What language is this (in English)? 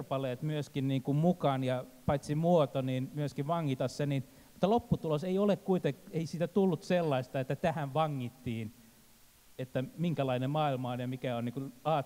Finnish